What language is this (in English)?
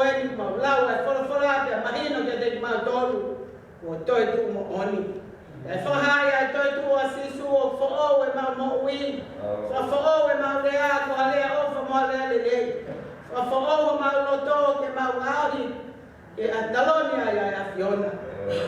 Tongan